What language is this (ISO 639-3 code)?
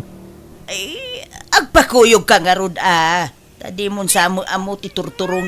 ilo